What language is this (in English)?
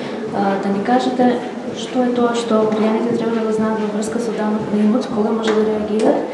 Macedonian